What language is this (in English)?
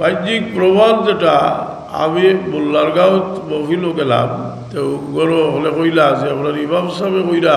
Sylheti